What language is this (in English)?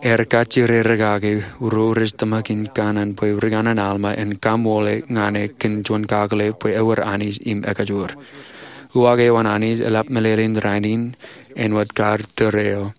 Marshallese